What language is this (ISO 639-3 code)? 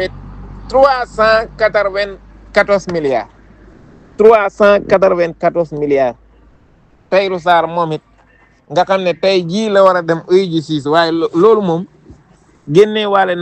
wol